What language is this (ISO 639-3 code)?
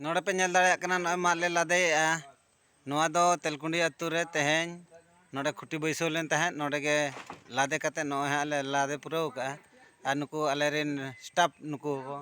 sat